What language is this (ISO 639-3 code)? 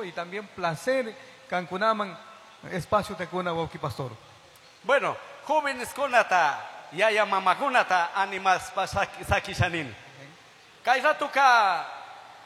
qug